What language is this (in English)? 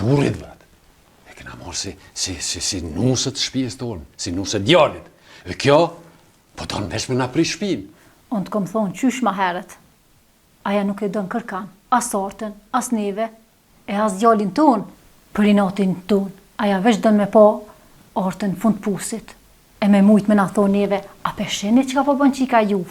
Albanian